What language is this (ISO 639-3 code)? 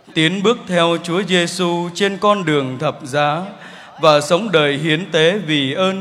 vie